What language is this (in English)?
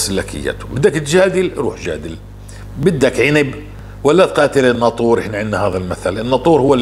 North Levantine Arabic